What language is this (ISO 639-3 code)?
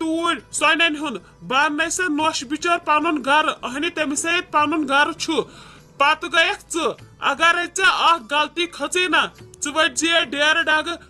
kas